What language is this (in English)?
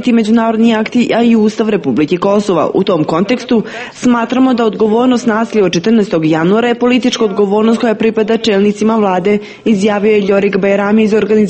Serbian